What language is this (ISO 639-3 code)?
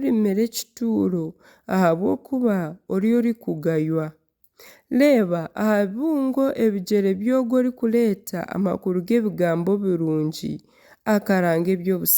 nyn